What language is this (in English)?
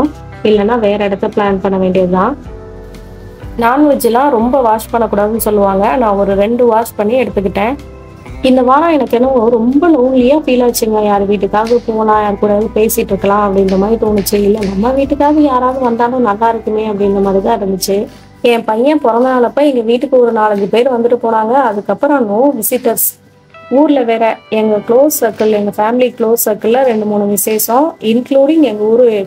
Tamil